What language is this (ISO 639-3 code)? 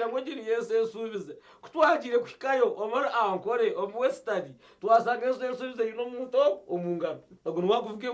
nyn